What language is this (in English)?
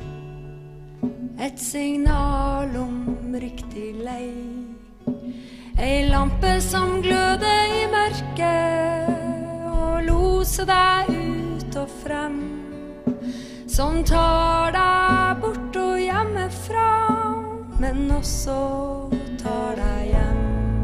Norwegian